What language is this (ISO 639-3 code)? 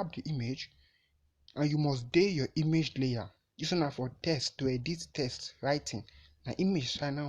pcm